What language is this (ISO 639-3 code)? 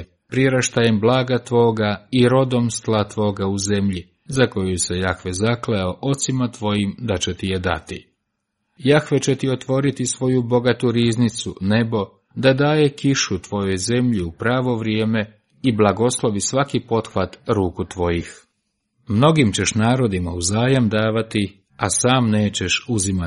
hrv